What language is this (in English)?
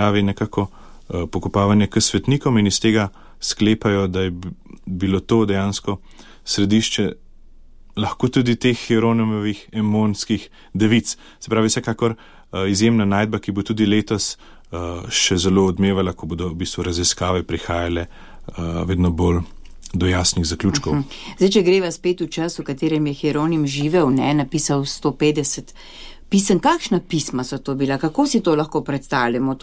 Slovenian